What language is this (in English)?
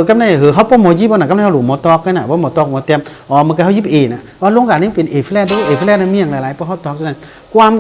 Shan